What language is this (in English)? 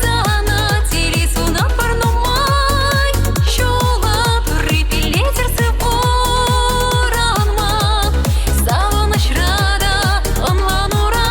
Chuvash